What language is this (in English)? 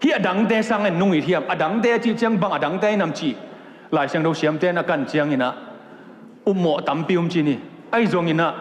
Tedim Chin